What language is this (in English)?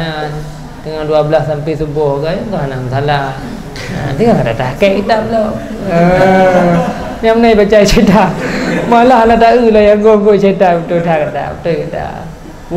Achinese